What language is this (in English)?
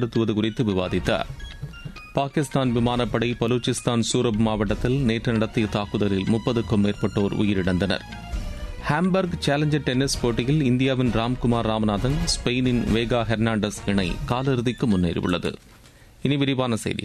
Tamil